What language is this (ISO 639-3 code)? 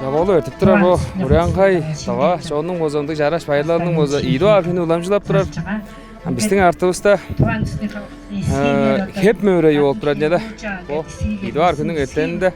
tyv